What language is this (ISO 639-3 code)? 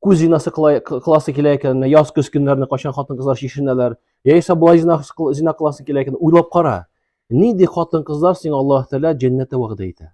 tat